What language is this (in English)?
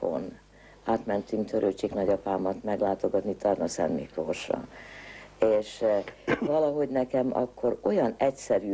Hungarian